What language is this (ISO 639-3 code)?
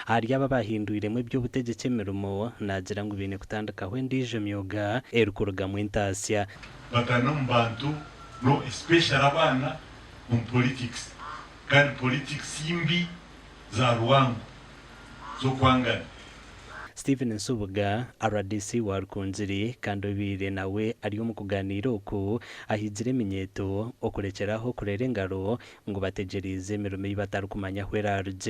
nyn